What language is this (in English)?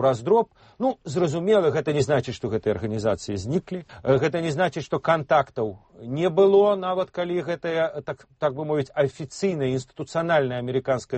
Belarusian